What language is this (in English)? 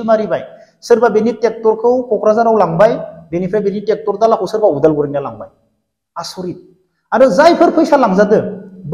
Bodo